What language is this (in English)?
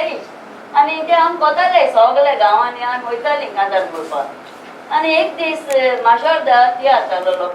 Konkani